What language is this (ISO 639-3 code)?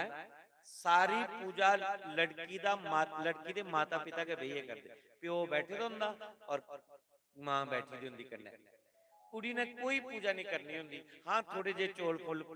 doi